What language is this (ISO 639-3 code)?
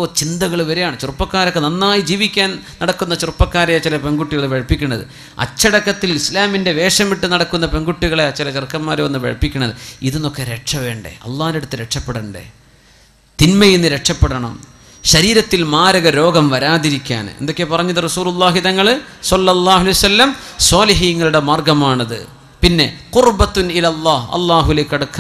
mal